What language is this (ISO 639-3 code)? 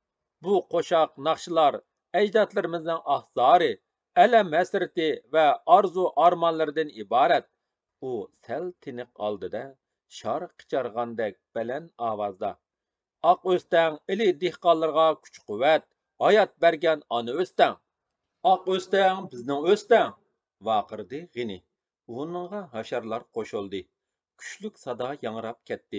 uig